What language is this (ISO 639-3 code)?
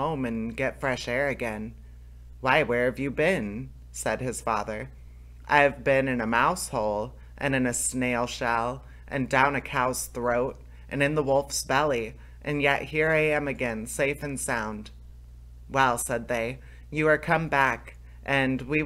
eng